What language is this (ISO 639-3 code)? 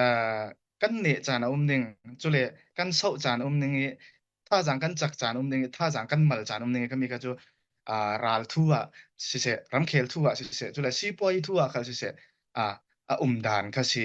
cfm